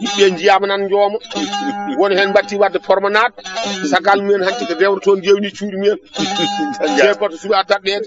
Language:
Fula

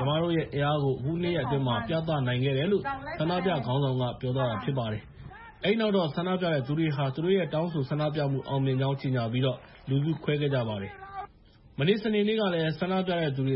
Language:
Burmese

